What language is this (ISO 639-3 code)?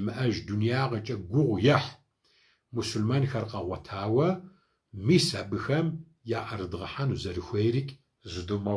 kbd